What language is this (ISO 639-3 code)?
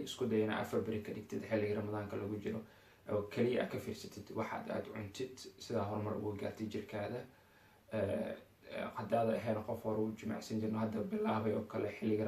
som